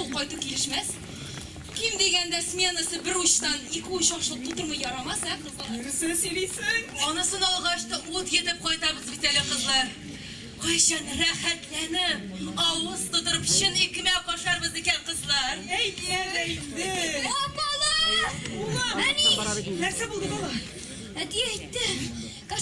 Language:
Tatar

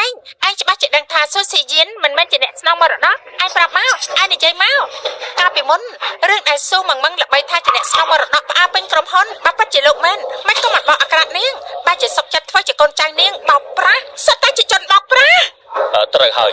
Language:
Khmer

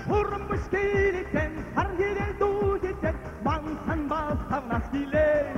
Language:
Chuvash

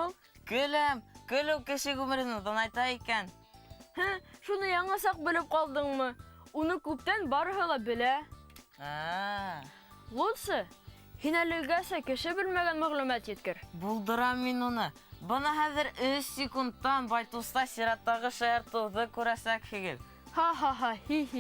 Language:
Bashkir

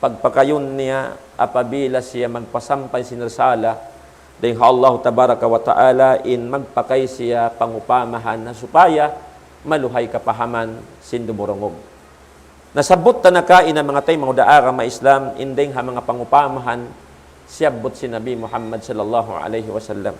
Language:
Tausug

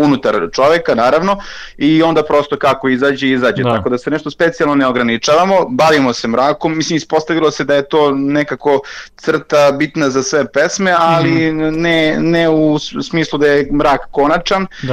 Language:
Serbian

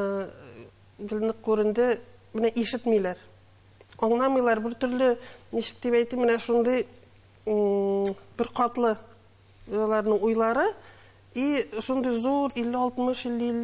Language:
Tatar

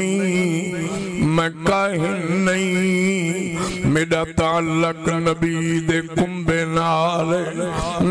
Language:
Saraiki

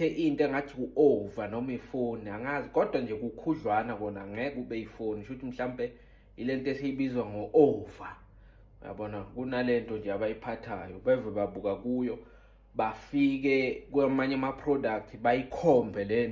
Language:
Zulu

